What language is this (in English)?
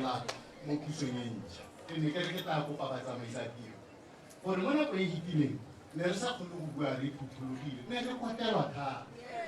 Tswana